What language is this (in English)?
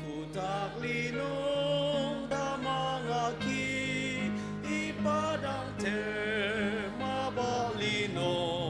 Ao Naga